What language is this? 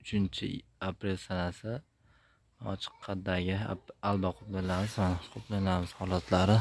Uzbek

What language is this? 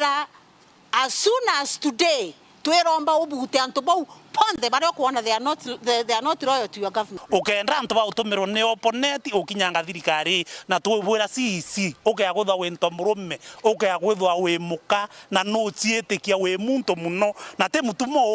Meru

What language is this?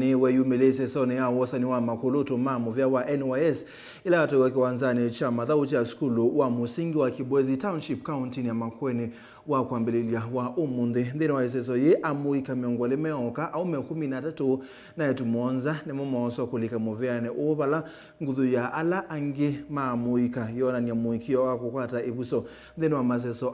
Kamba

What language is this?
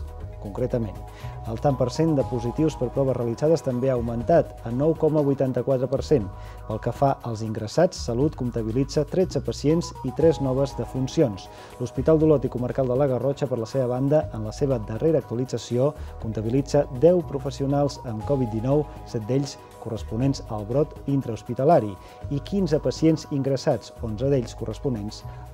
Catalan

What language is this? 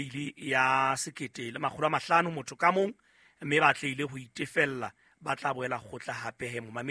Southern Sotho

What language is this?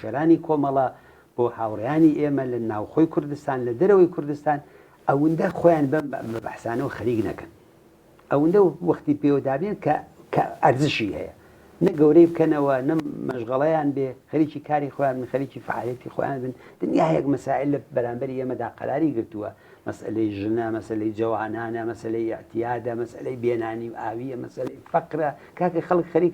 Central Kurdish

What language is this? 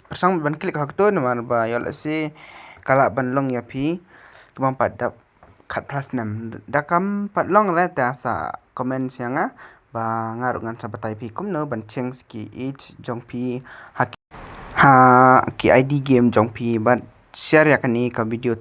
Khasi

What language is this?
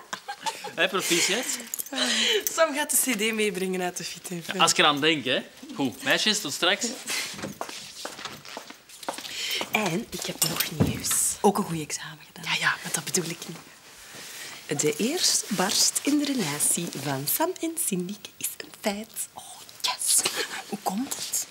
Dutch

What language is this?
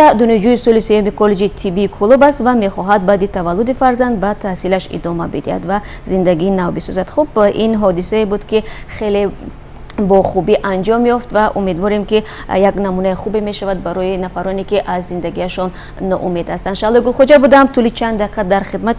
Tajik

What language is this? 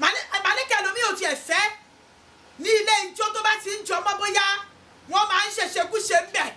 Yoruba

